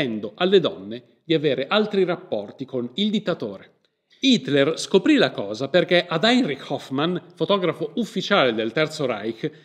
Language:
Italian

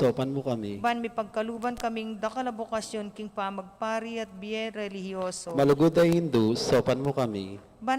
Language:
Pampanga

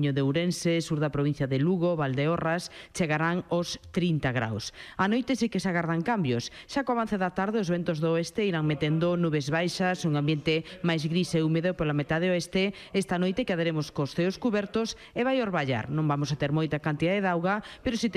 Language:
Galician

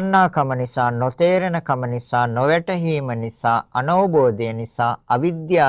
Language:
Sinhala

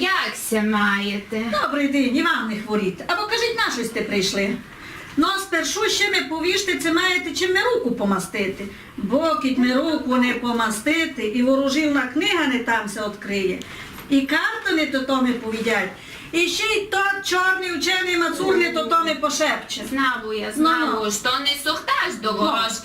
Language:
Rusyn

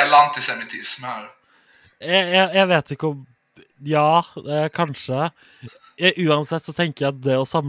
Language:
Swedish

